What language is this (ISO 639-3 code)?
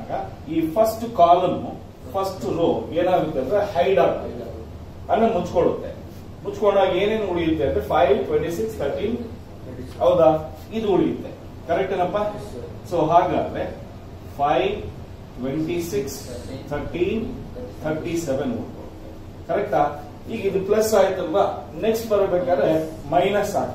kan